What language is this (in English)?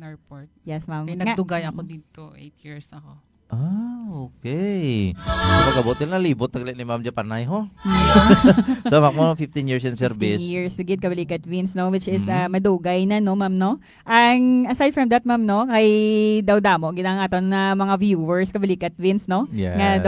Hiligaynon